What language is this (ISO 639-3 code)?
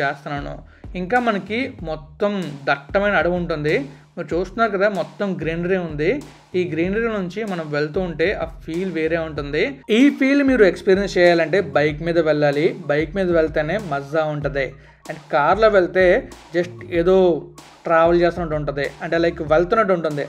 tel